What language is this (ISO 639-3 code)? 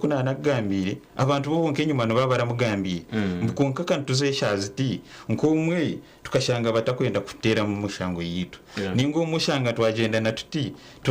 nyn